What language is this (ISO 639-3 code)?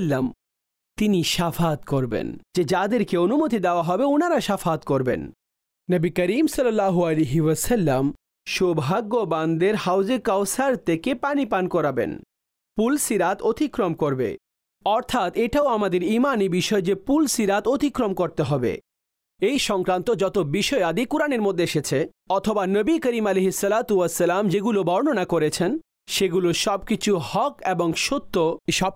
ben